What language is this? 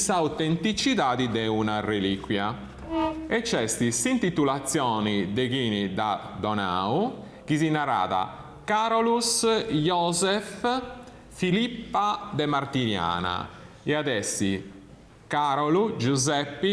Sardinian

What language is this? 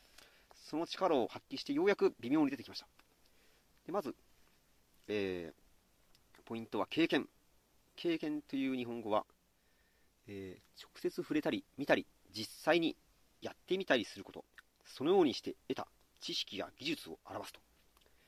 Japanese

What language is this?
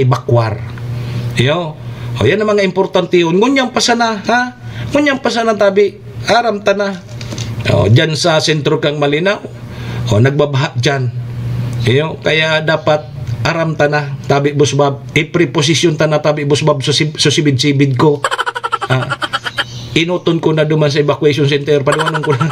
Bikol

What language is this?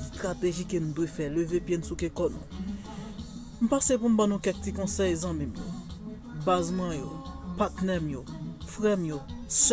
Haitian Creole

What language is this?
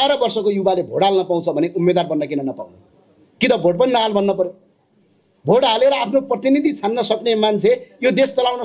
Nepali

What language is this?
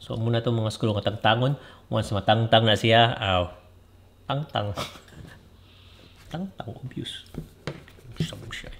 Cebuano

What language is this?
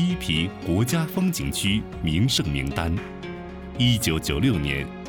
Chinese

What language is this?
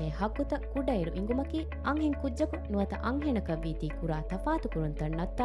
Divehi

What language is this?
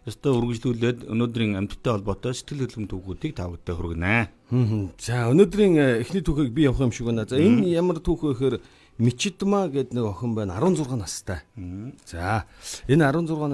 Mongolian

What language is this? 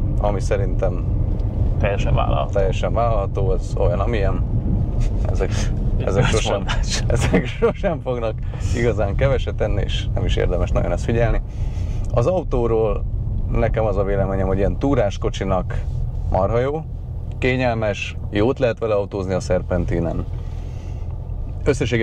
Hungarian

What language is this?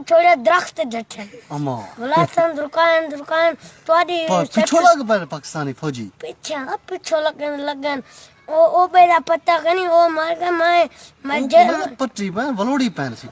Saraiki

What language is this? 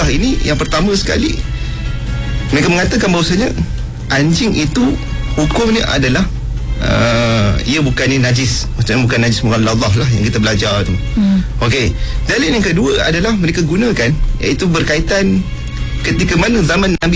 Malay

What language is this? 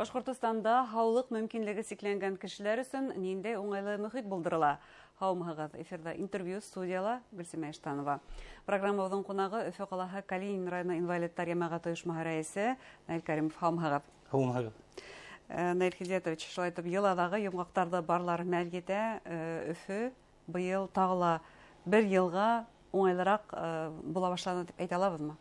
Bashkir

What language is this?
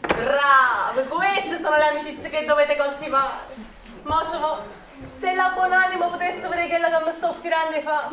Neapolitan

